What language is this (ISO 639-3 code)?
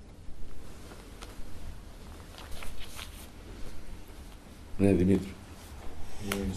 ell